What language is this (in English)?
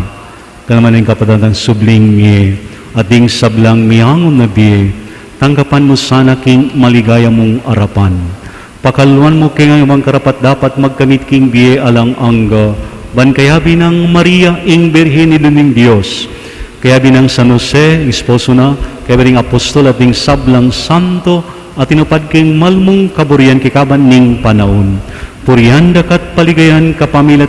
Pampanga